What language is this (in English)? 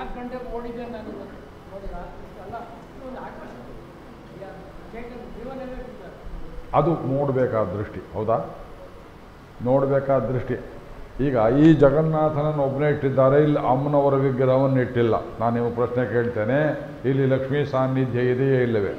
Kannada